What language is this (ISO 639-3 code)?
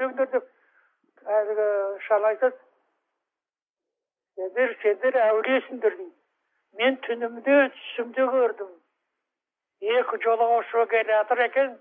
kaz